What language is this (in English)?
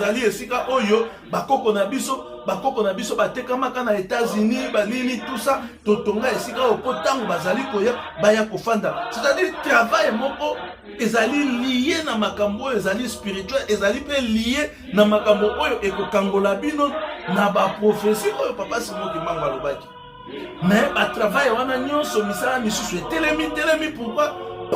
Lingala